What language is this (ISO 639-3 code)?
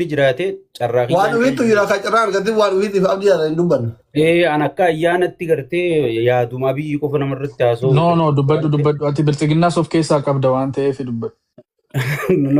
orm